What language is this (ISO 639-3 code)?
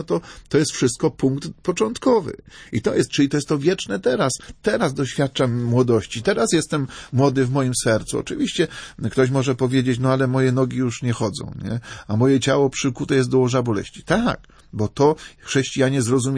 pol